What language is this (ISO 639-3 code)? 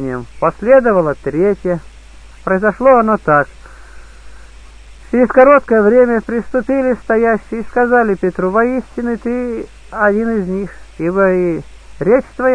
rus